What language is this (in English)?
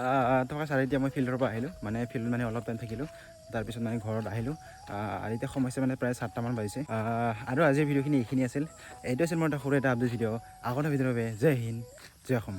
Assamese